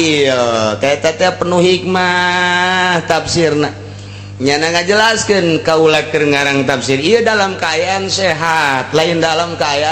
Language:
Sundanese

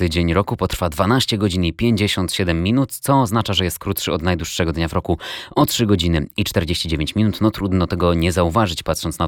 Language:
Polish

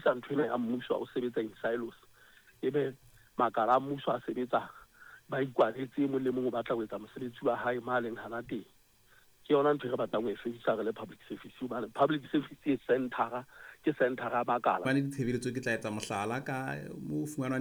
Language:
Southern Sotho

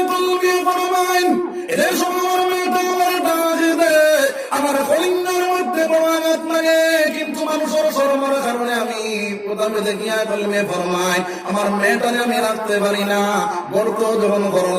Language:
Sylheti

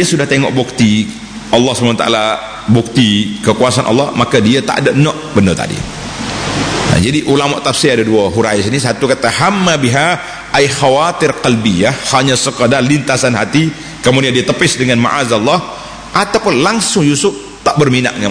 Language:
Malay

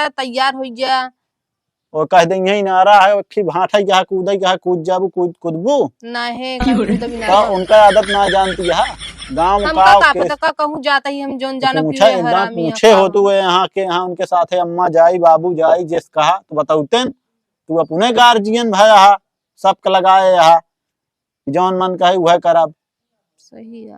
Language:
Awadhi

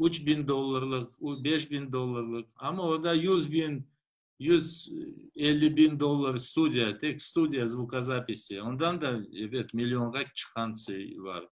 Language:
Crimean Tatar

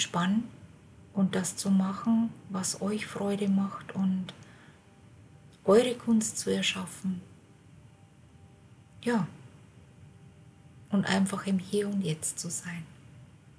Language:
German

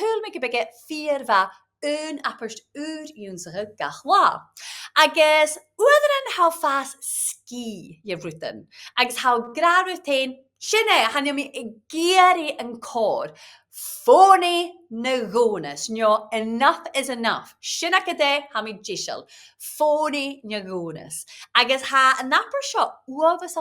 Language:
Scottish Gaelic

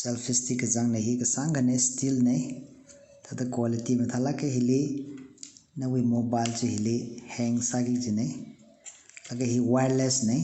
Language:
Tangkhul Naga (India)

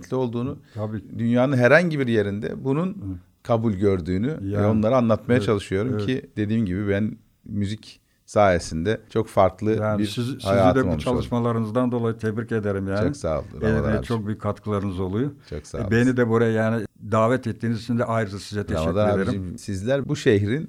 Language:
Turkish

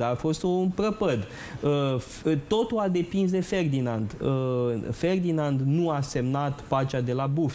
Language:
Romanian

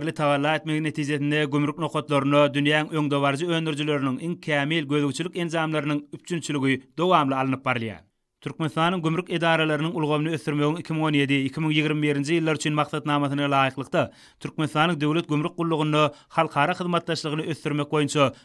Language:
Turkmen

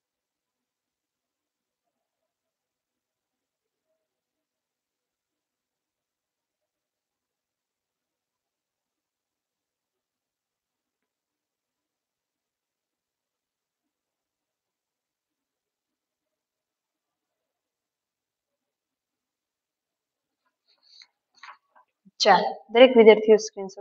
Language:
Gujarati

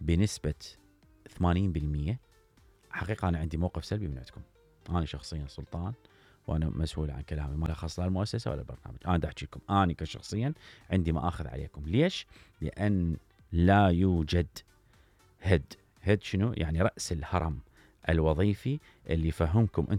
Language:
Mesopotamian Arabic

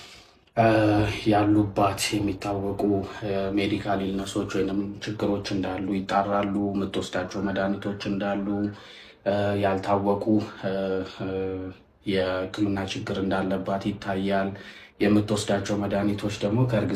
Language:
Amharic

